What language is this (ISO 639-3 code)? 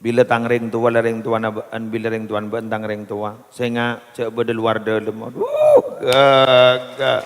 mad